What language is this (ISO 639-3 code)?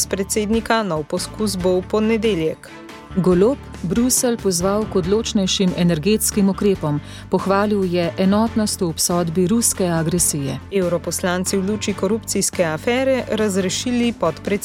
slv